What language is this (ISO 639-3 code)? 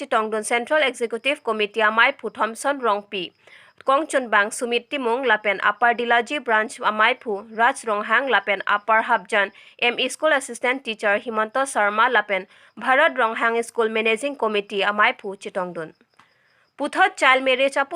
mjw